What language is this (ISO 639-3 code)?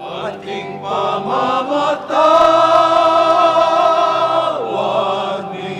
pam